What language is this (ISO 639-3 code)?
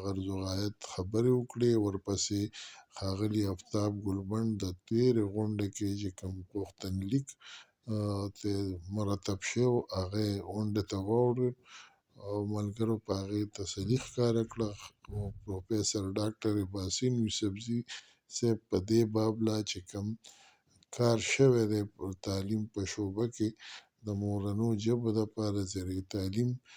pus